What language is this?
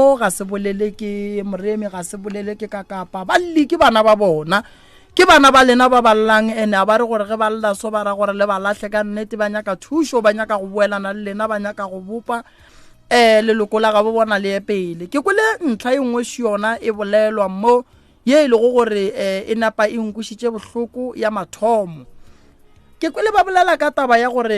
Northern Sotho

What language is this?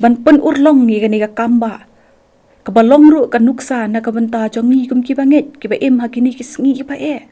Khasi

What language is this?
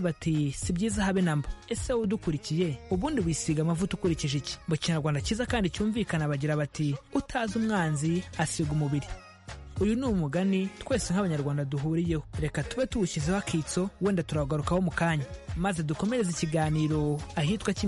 Kinyarwanda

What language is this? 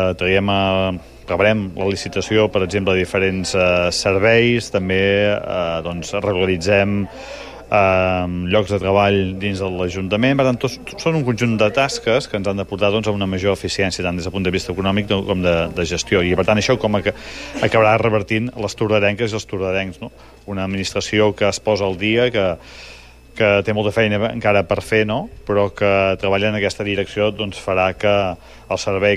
Catalan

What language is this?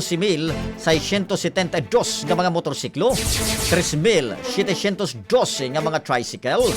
Waray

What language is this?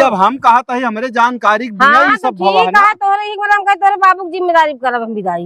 Awadhi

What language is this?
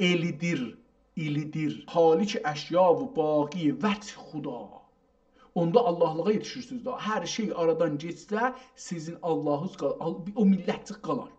South Azerbaijani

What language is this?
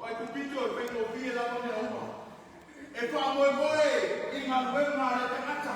Samoan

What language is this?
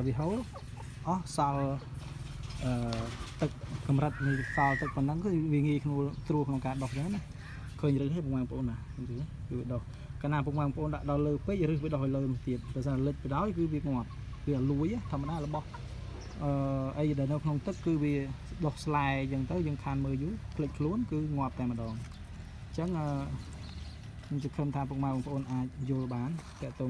Khmer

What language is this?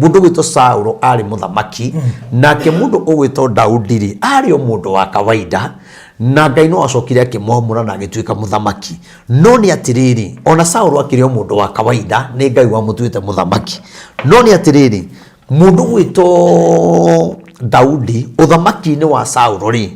Kikuyu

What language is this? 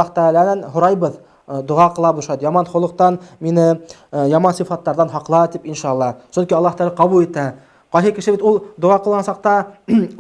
Bashkir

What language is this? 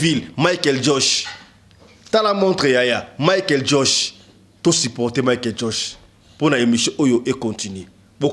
Lingala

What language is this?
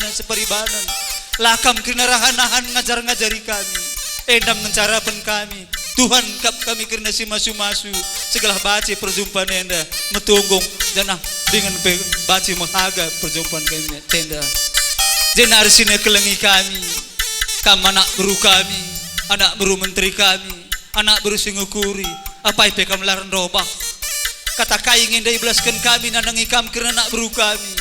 Batak Karo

